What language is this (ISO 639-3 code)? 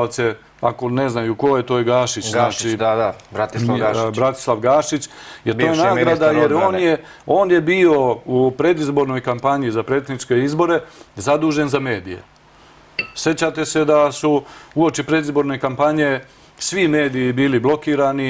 srp